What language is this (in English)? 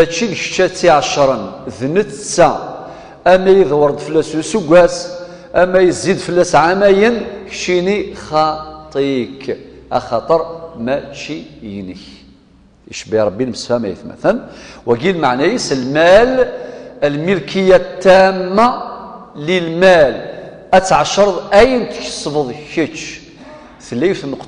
Kabyle